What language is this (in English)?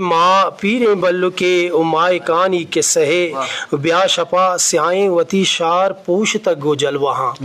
Eastern Balochi